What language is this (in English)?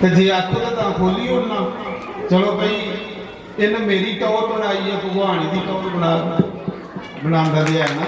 Dogri